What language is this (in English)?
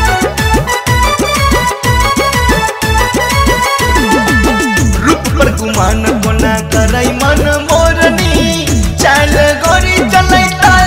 Maithili